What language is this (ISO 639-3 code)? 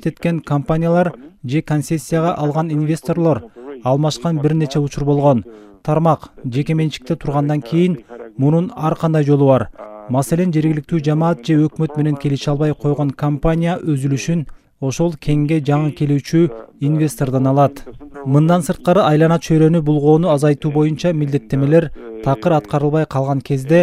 kir